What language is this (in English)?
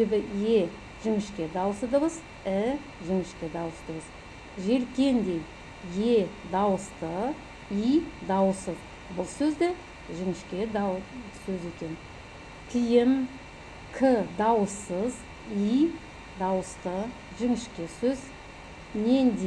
Kazakh